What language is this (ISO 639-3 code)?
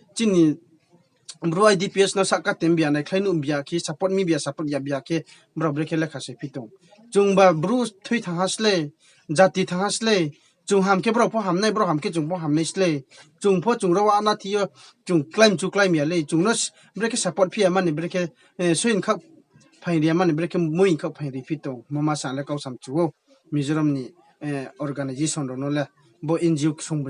ria